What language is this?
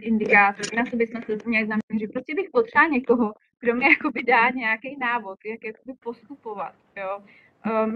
Czech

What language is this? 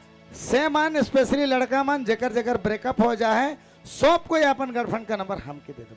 Sadri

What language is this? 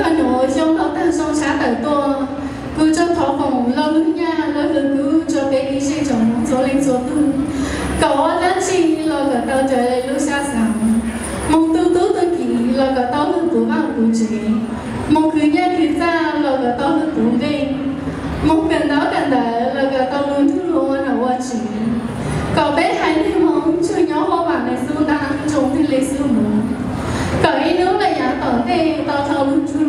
Hmong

